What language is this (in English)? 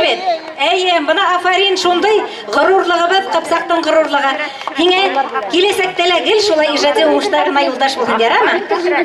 Bashkir